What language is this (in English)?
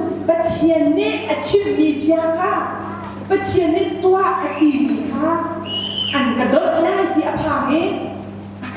Hakha Chin